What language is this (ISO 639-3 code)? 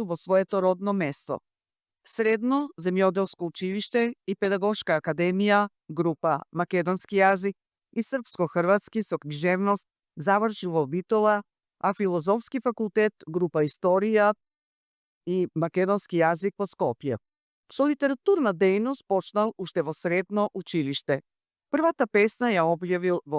mkd